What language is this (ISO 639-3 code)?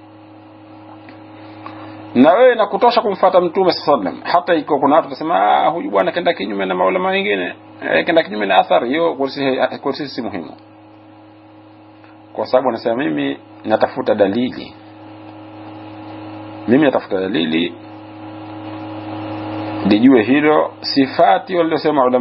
swa